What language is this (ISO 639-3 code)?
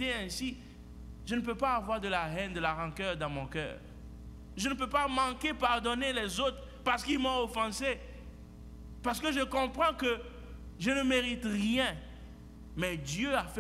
fra